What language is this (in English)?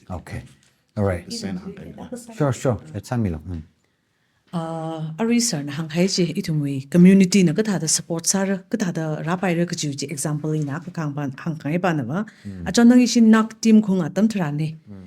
Tangkhul Naga (India)